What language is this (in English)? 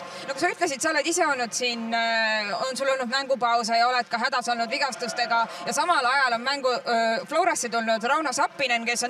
Estonian